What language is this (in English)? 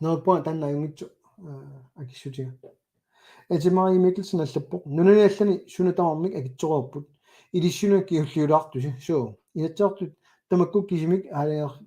Kalaallisut